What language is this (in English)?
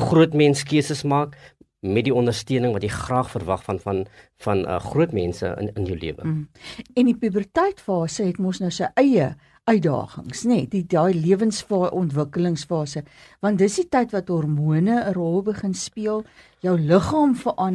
Afrikaans